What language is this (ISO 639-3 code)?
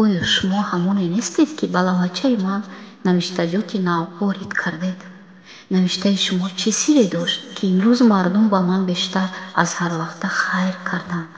tgk